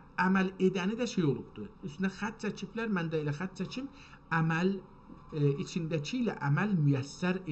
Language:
South Azerbaijani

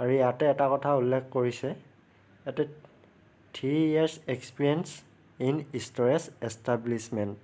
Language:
Assamese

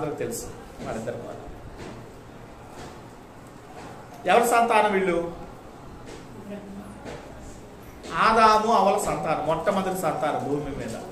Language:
Telugu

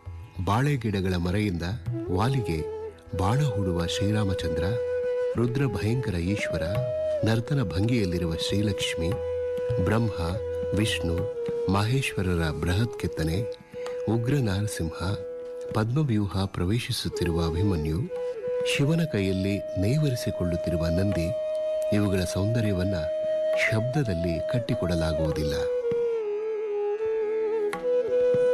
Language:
Kannada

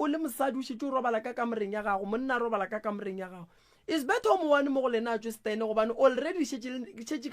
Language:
Northern Sotho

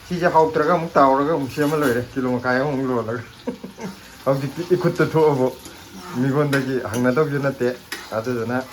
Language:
Manipuri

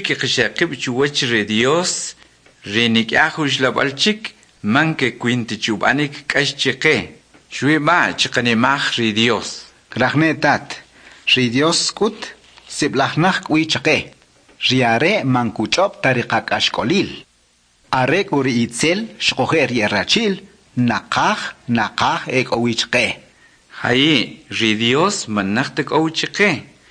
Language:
Kʼicheʼ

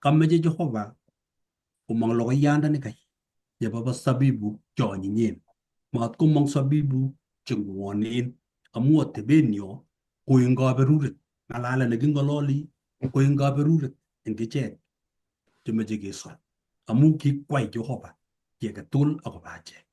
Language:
Kalenjin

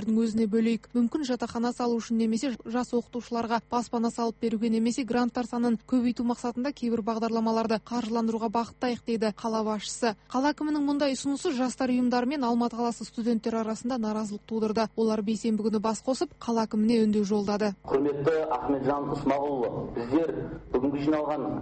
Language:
Kazakh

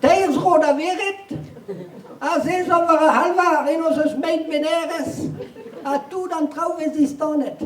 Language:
Breton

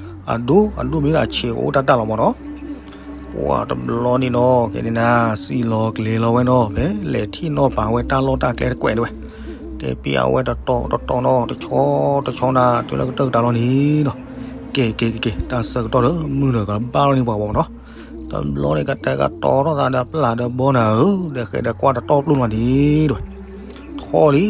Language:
S'gaw Karen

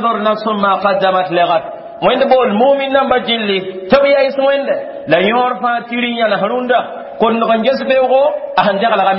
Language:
Mossi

